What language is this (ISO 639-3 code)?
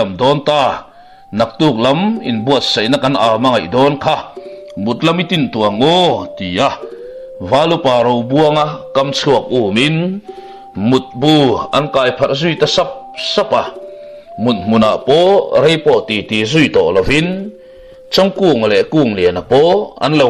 lus